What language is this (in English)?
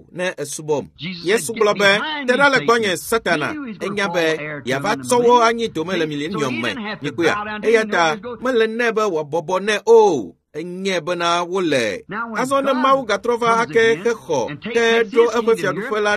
Ewe